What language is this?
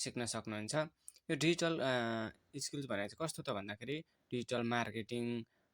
Nepali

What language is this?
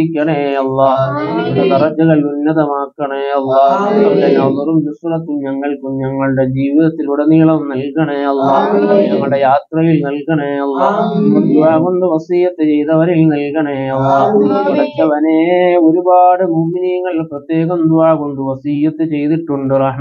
Malayalam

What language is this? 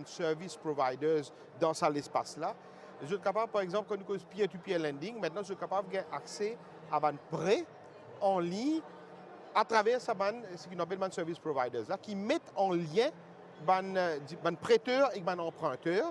Morisyen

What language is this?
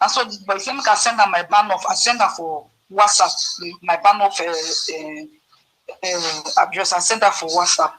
Nigerian Pidgin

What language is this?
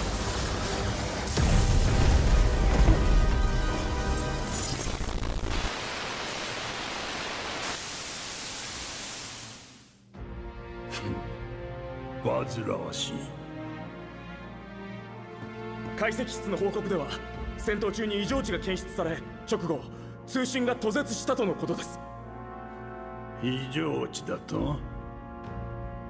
Japanese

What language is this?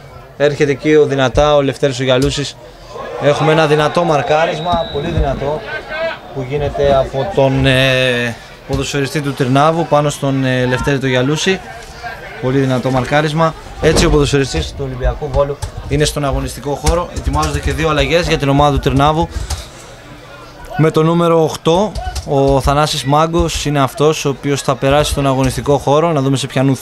Greek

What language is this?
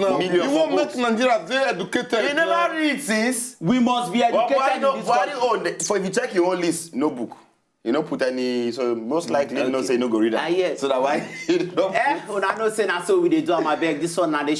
Nigerian Pidgin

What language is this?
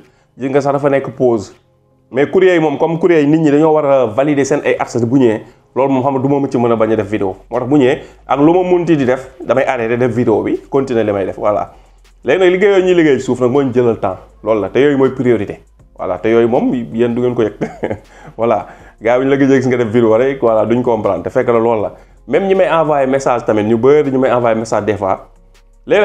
Wolof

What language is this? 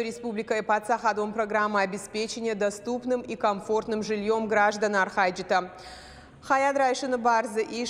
Ossetic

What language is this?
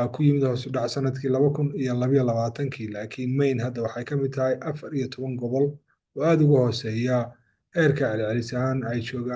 Somali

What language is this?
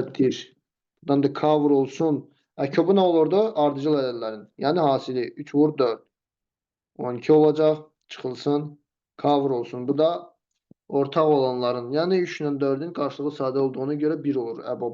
Azerbaijani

